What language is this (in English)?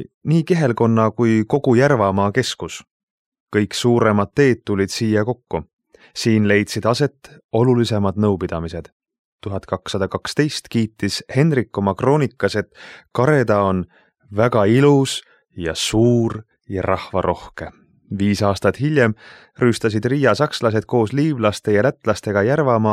Estonian